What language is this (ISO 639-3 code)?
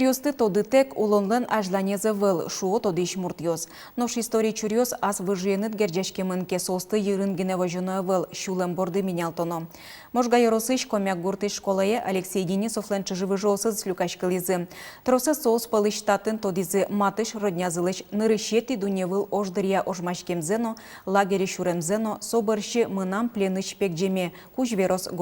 udm